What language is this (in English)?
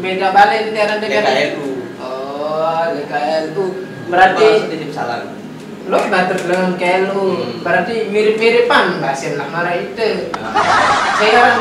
Sasak